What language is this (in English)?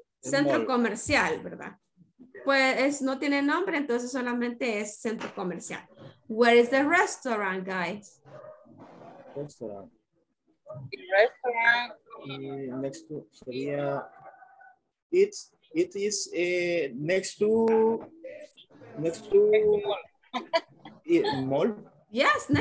Spanish